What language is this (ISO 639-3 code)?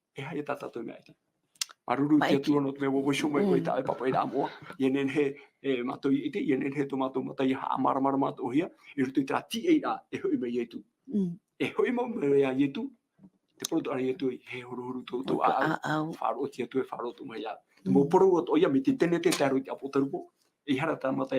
tah